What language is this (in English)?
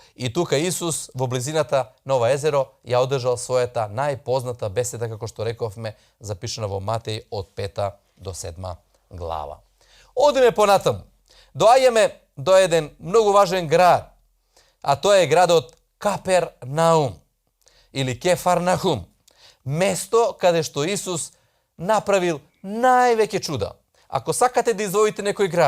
Macedonian